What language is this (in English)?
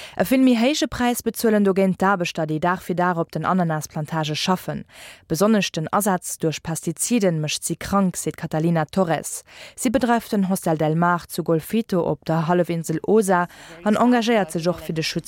Luxembourgish